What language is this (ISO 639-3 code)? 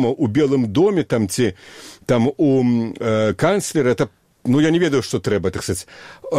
bel